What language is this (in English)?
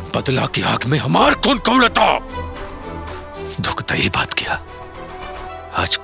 Bhojpuri